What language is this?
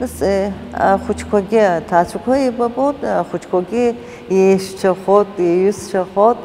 Abkhazian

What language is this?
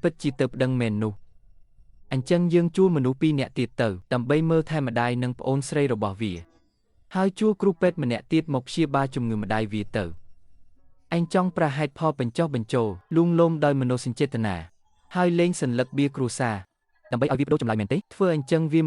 Khmer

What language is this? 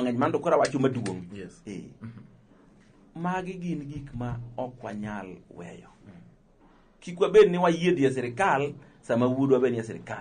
Luo (Kenya and Tanzania)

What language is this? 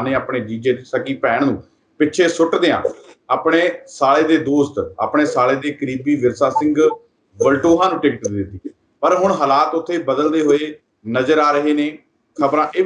Punjabi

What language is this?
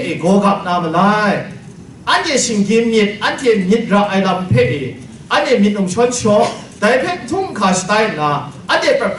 Kachin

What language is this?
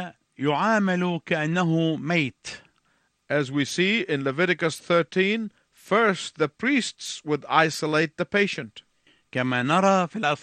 Arabic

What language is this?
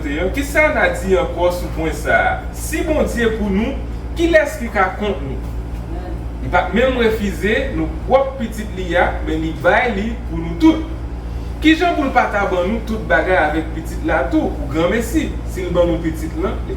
Haitian Creole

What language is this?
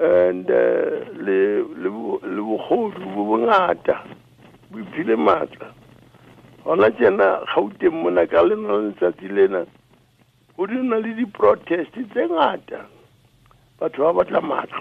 Tswana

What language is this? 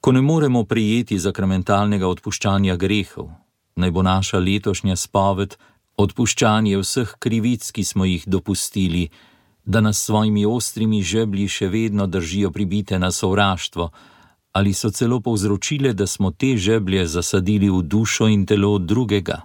Slovenian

